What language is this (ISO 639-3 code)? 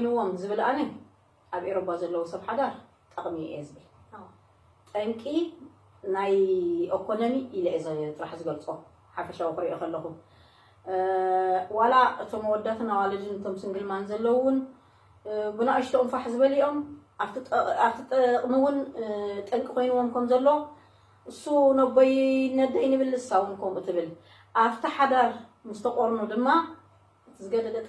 tir